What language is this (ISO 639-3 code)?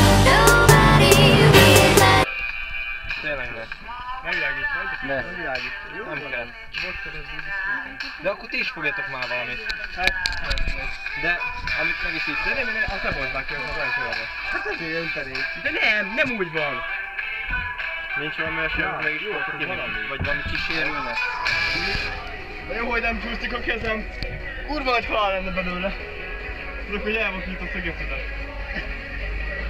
hun